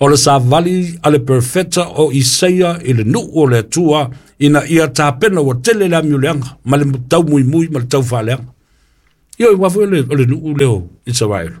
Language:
Samoan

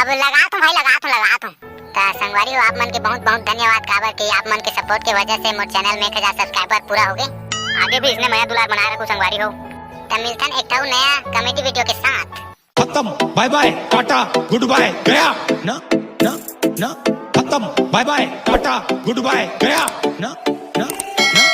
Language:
Chhattisgarhi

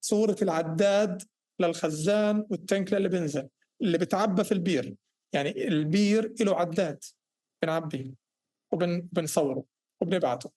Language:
North Levantine Arabic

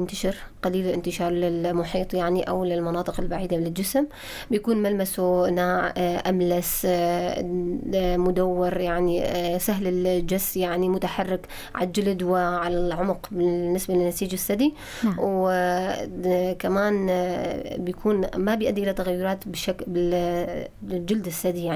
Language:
North Levantine Arabic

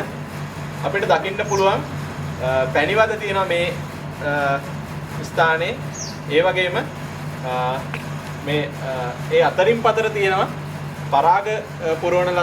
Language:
Sinhala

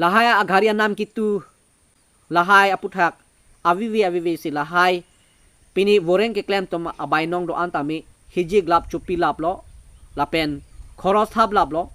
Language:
Karbi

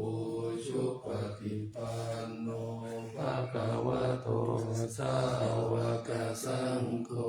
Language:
Pali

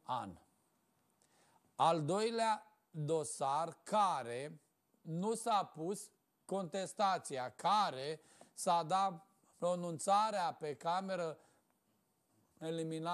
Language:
Romanian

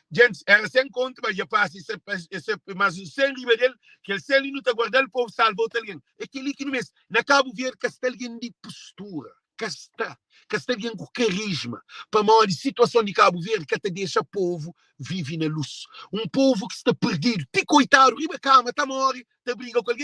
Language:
Kabuverdianu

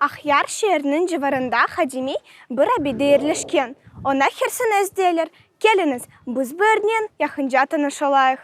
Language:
Crimean Tatar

